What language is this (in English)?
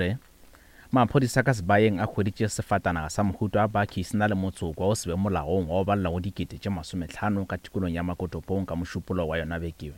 Northern Sotho